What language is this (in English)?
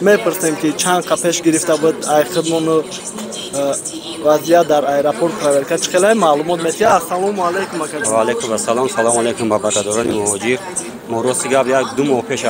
Tajik